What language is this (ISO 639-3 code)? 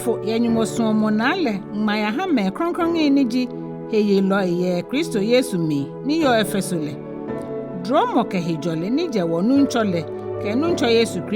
gaa